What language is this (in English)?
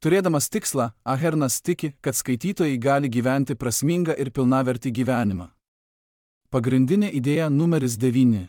Lithuanian